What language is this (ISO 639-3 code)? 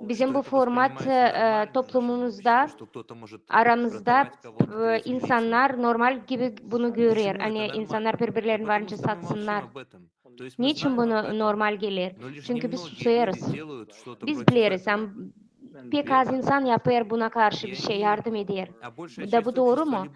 gag